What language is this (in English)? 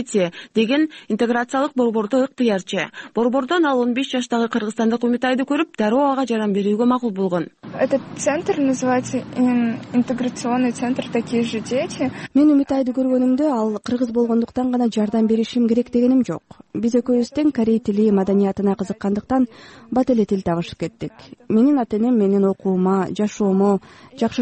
Kyrgyz